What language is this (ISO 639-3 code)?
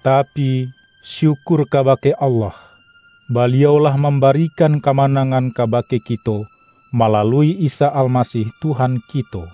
min